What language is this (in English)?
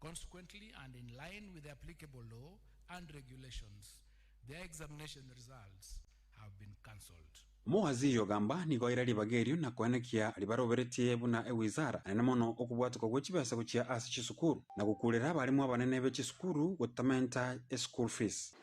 Gusii